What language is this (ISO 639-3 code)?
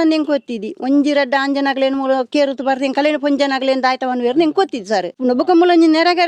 tcy